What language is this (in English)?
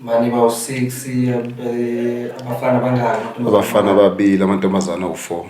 Zulu